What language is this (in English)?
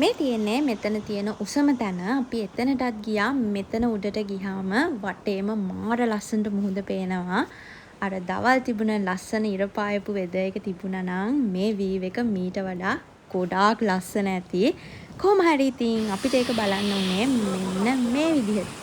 Sinhala